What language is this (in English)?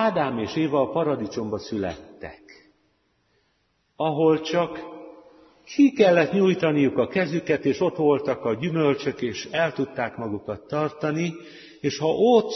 Hungarian